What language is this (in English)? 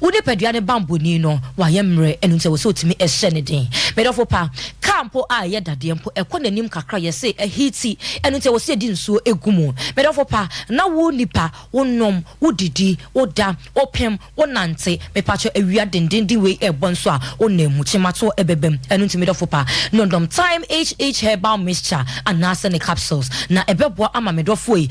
Akan